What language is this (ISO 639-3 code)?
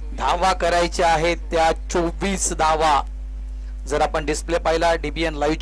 mar